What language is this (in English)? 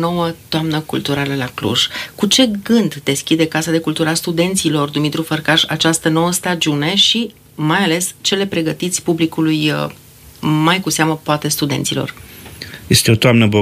Romanian